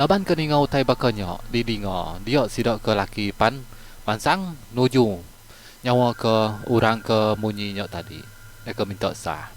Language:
Iban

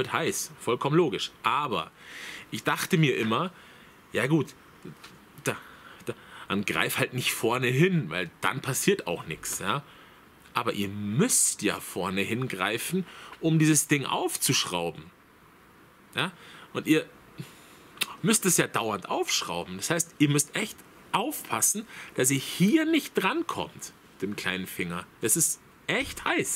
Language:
German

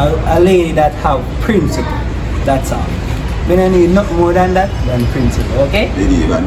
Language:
Jamaican Creole English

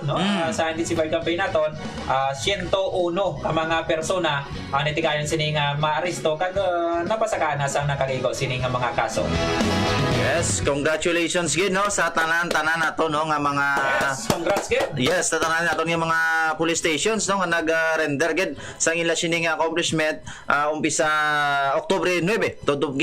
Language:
Hiligaynon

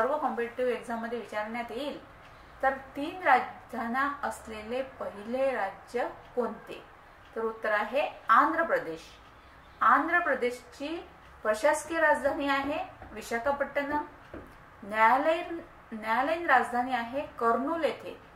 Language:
Marathi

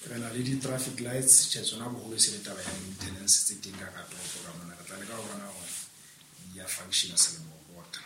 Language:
Southern Sotho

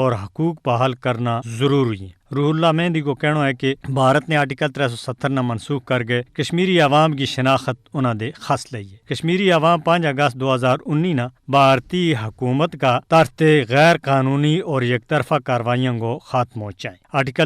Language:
Gujari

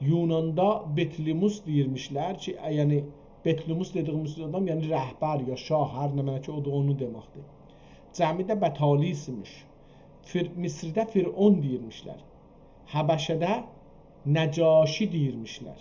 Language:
South Azerbaijani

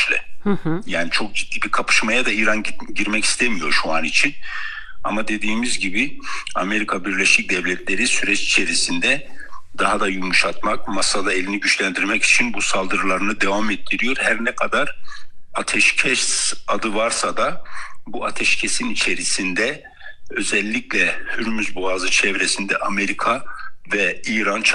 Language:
Turkish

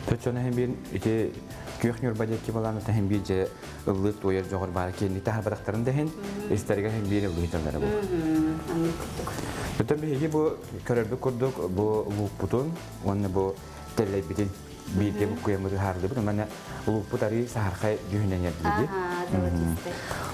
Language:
Yakut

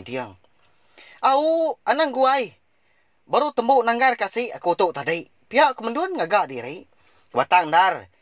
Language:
Iban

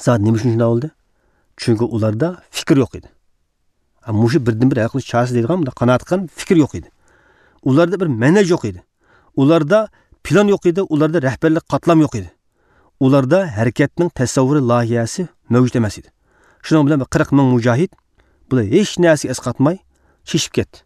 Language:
Uyghur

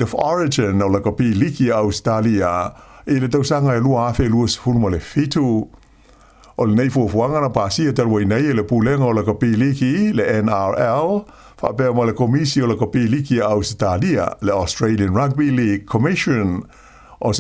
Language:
Samoan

